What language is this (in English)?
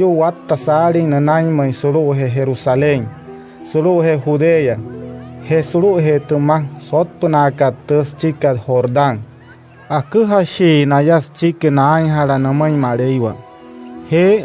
Wayuu